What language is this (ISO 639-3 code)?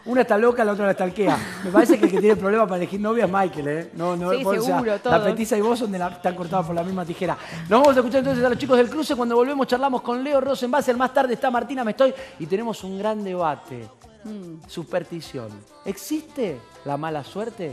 spa